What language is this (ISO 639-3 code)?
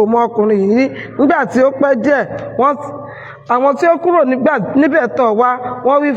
yor